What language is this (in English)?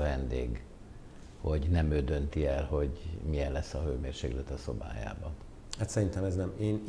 Hungarian